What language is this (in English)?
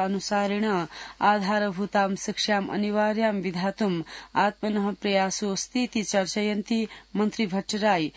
Sanskrit